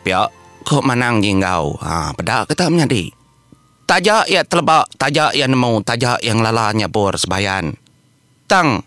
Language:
Iban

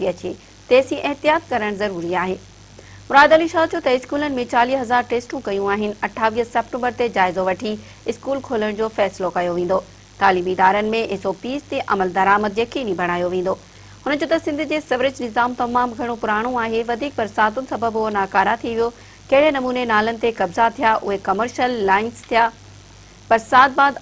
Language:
Sindhi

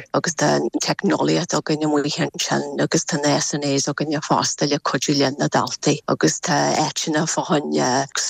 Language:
Irish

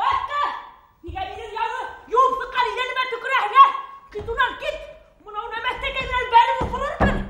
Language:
Bashkir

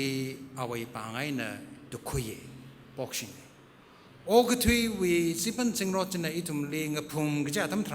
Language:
Tangkhul Naga (India)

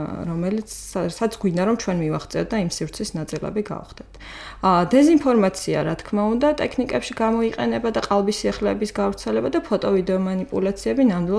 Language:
Georgian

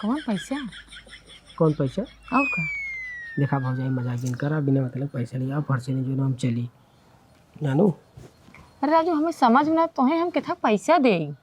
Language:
Awadhi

